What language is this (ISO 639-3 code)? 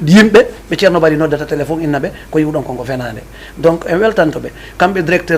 ful